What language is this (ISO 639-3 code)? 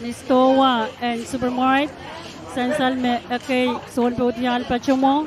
pon